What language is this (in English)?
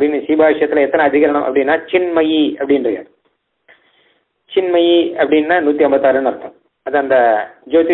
Tamil